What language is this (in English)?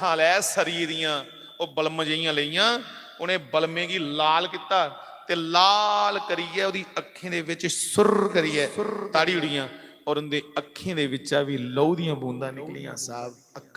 Dogri